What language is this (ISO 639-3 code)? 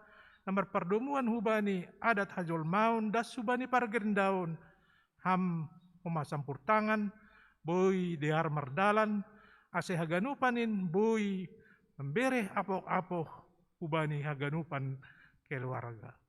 bts